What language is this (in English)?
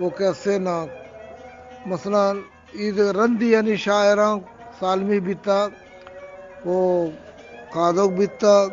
Eastern Balochi